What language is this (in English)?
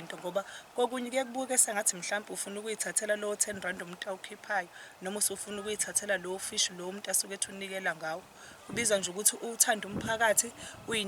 Zulu